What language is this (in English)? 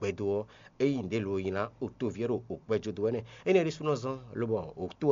Fon